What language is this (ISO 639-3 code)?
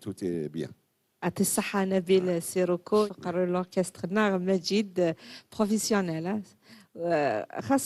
kab